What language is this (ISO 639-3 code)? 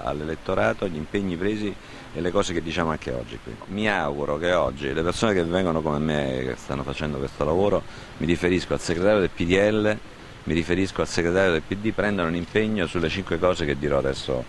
ita